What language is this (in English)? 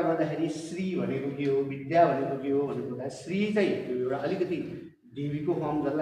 Nepali